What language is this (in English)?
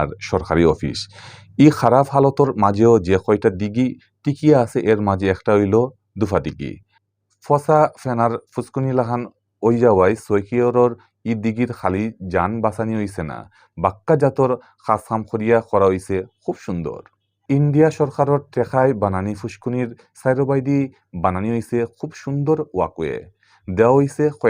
Sylheti